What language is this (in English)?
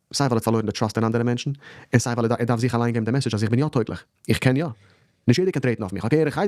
Yiddish